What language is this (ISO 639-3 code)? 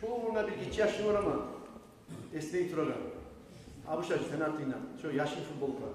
kum